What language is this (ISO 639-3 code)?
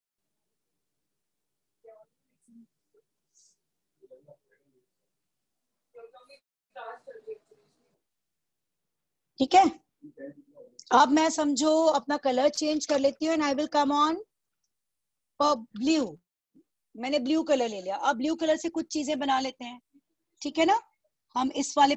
hin